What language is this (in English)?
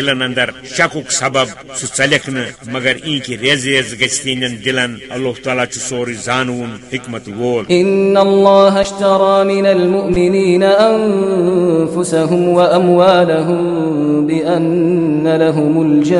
Kashmiri